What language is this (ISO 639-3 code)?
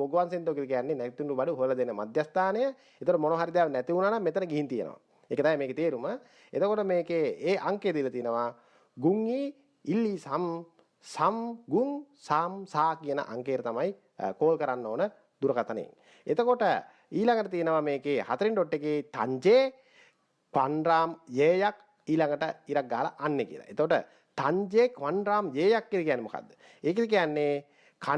sin